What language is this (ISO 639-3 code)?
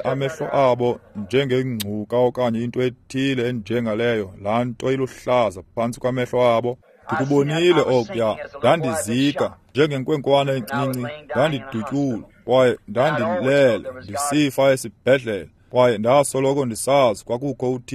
xho